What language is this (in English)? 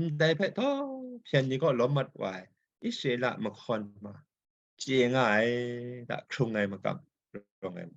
Kachin